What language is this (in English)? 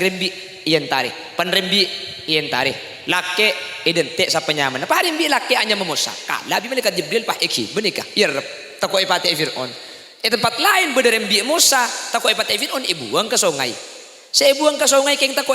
Madurese